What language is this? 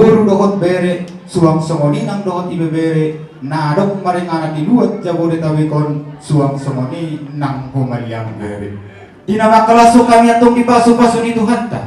Batak Toba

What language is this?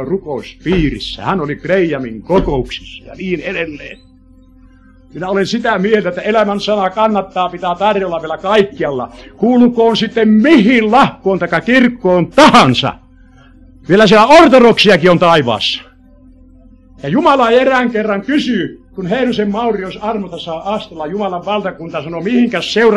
Finnish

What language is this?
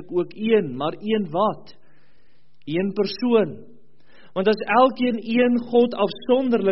Afrikaans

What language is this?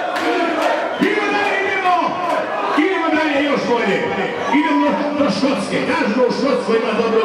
Croatian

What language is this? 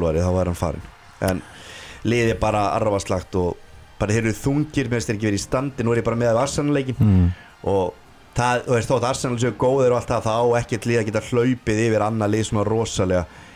Icelandic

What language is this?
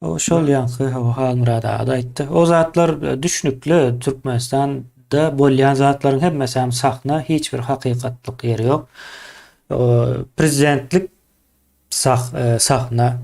Turkmen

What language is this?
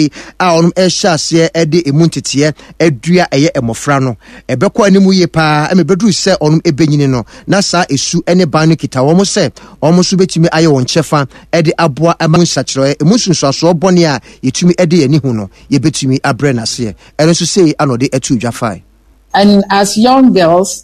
Akan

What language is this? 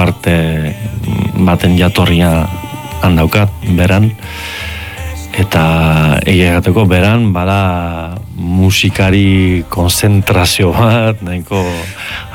Basque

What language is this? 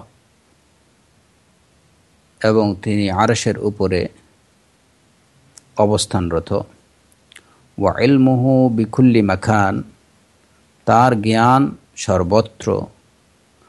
Bangla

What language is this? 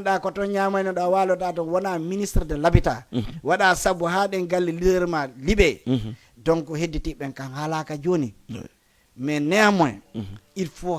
Fula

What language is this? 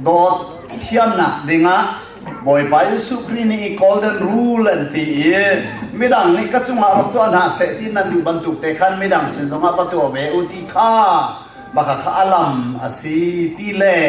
Hakha Chin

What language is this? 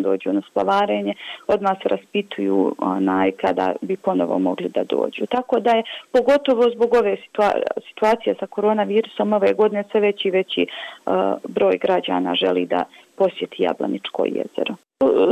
Bosnian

